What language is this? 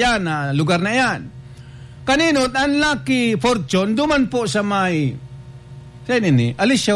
Bikol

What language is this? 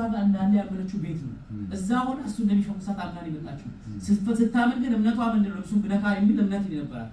Amharic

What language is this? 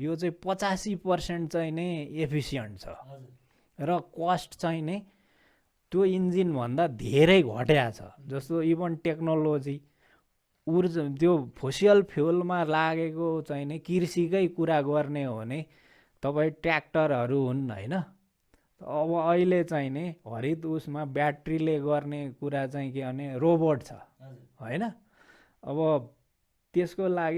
Nepali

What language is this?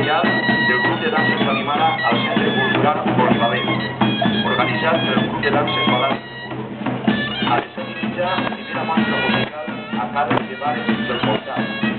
Catalan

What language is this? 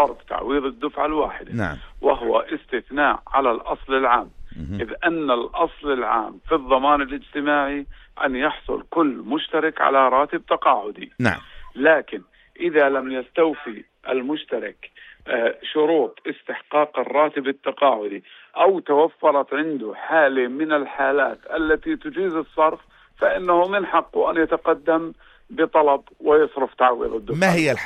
North Levantine Arabic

